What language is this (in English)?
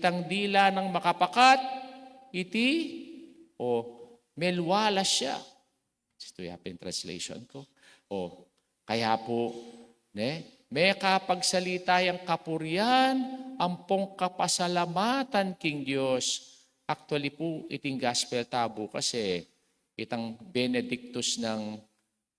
Pampanga